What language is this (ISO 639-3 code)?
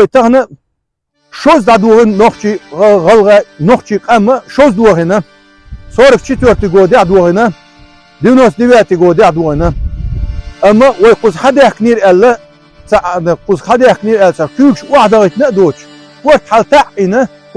che